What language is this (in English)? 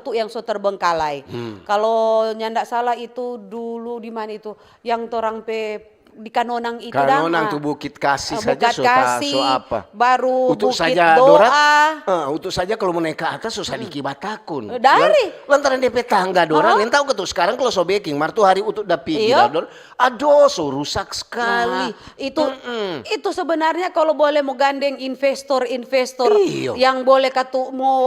Manado Malay